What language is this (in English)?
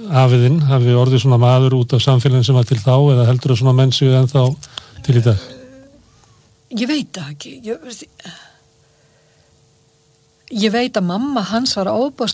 Icelandic